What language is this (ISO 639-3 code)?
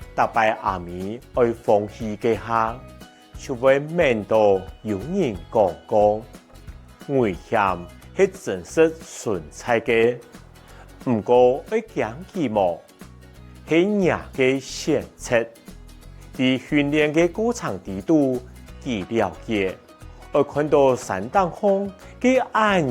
hak